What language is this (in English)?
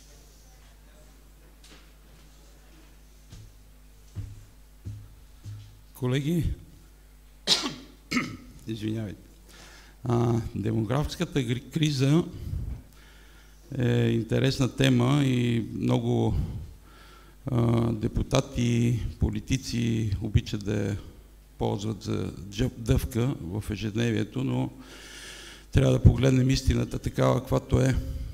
Bulgarian